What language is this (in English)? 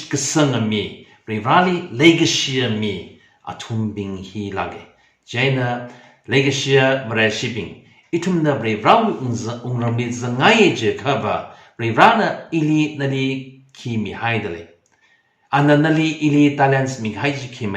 Tangkhul Naga (India)